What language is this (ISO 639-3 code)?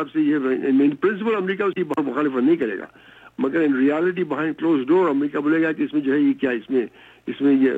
urd